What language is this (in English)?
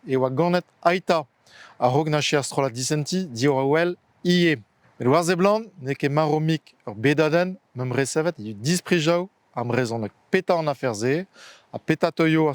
Breton